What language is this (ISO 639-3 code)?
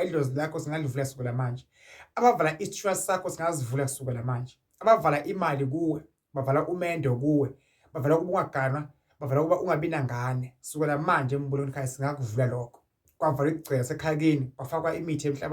zul